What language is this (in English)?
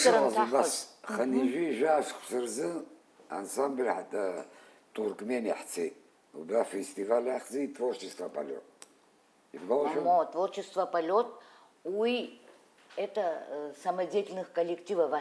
Abkhazian